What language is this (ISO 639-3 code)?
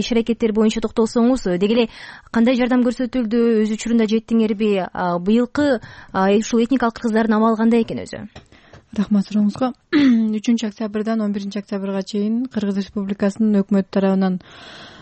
kir